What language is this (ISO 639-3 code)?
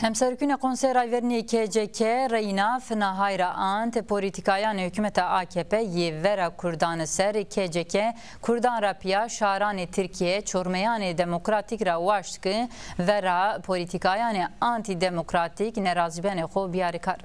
zza